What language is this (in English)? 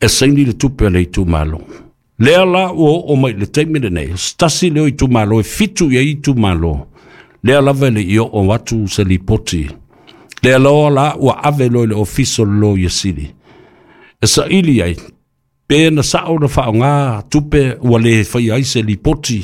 Samoan